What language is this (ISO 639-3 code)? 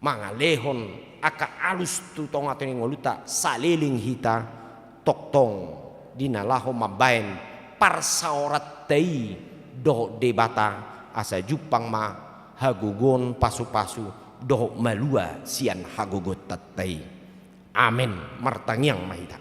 bbc